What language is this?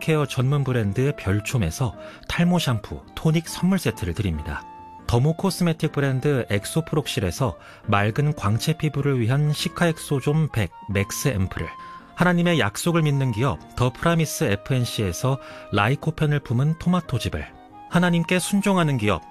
Korean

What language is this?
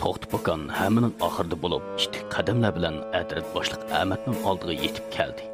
Uyghur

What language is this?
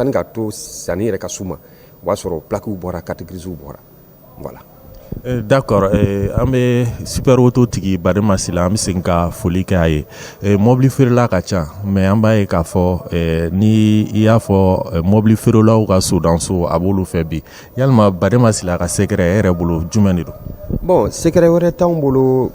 Bambara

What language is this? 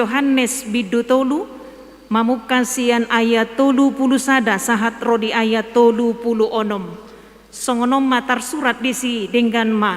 Batak Toba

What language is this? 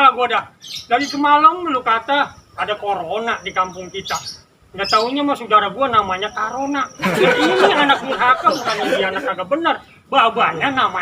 Betawi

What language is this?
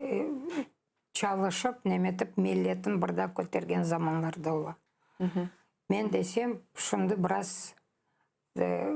Crimean Tatar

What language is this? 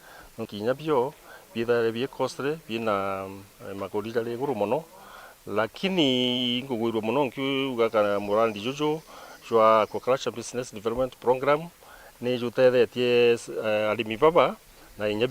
Meru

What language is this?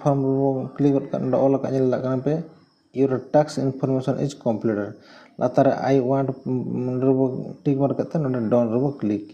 Santali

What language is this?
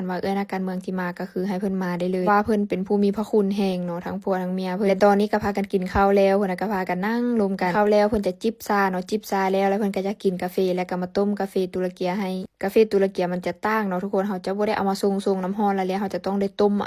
Lao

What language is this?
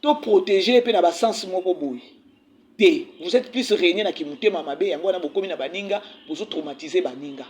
Lingala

